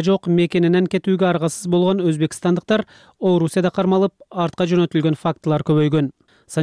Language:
Kyrgyz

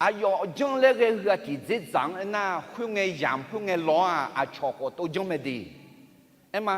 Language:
Akha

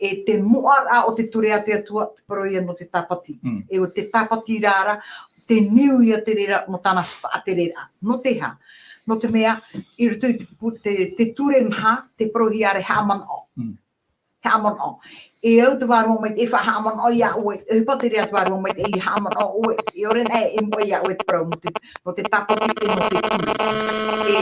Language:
Tahitian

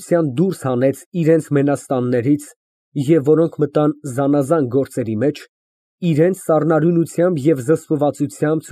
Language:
Armenian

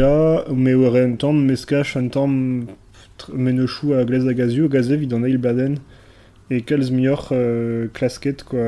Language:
Breton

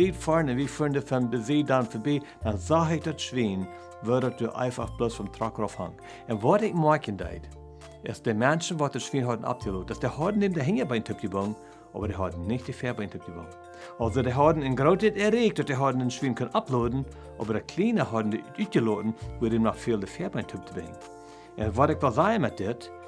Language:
Plautdietsch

